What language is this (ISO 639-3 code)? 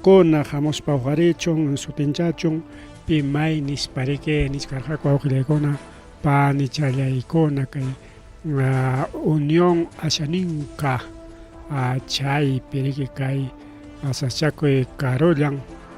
quy